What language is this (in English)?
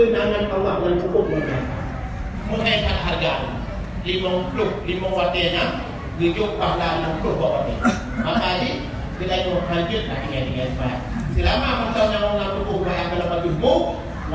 Achinese